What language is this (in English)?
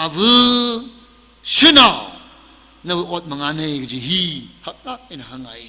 Tangkhul Naga (India)